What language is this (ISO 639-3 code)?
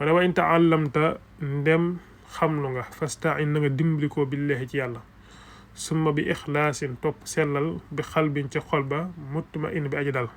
wol